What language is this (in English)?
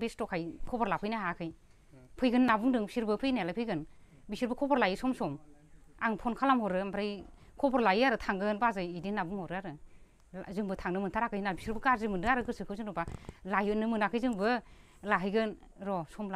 Bodo